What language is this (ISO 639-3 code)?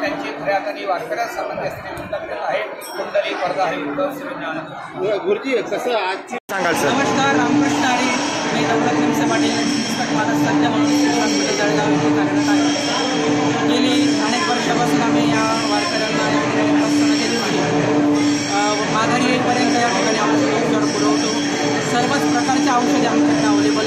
mar